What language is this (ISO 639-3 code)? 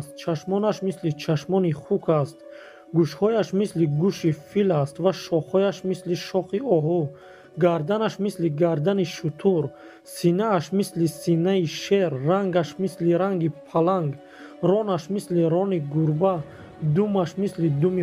tgk